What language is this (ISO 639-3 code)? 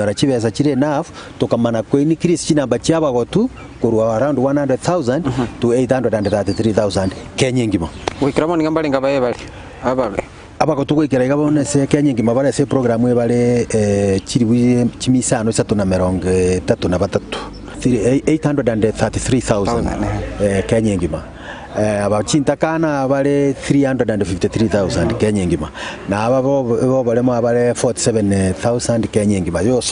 guz